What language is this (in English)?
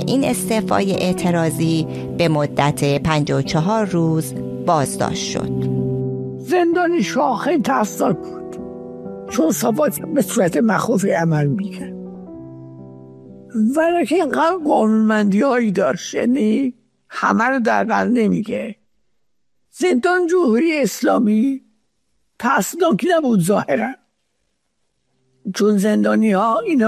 Persian